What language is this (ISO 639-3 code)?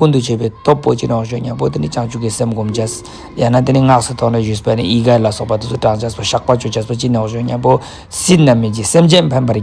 lbj